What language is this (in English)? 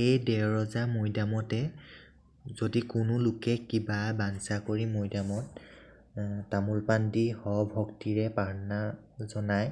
Assamese